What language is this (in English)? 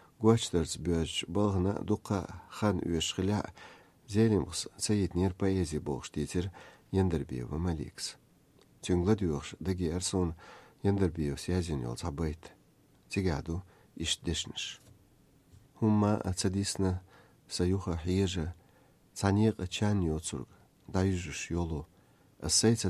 Chechen